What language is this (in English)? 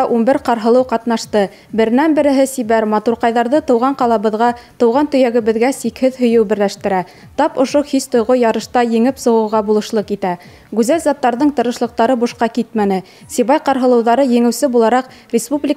Bashkir